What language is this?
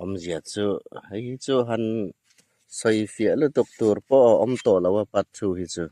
Hmar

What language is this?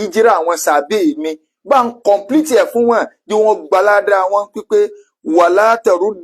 Yoruba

